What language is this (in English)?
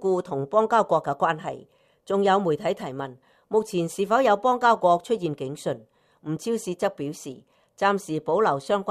Cantonese